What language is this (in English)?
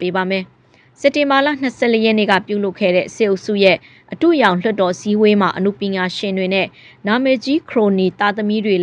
Burmese